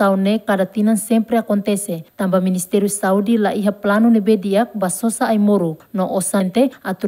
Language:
Tetum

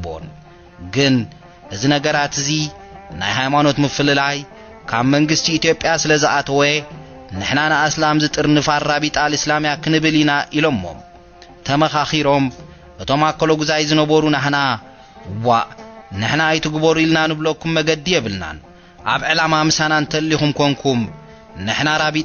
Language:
Tigrinya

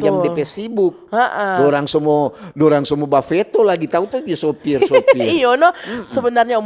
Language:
Manado Malay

